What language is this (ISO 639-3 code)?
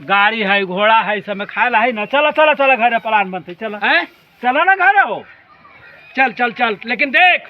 mag